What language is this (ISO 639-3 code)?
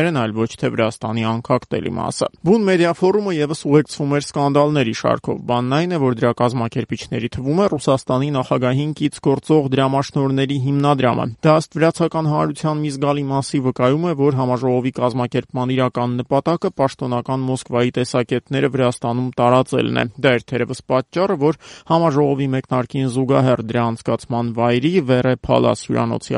hye